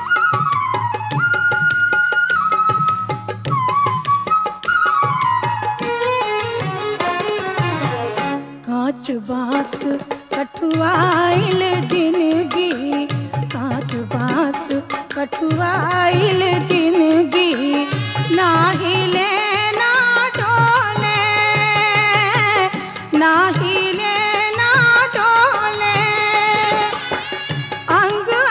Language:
Bhojpuri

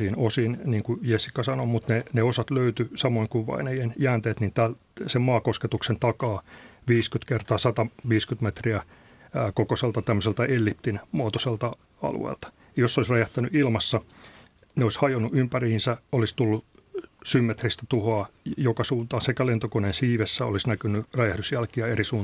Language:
Finnish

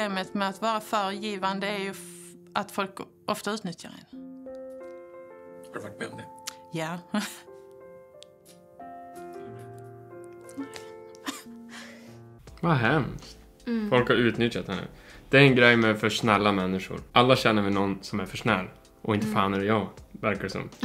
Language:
Swedish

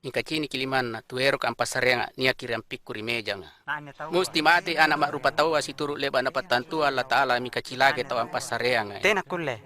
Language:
Makasar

